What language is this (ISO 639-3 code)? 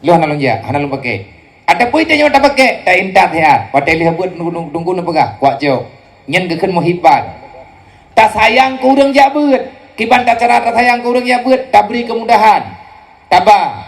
ace